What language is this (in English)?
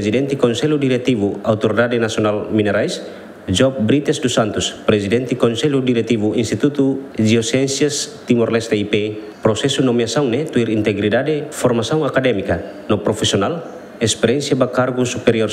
Tetum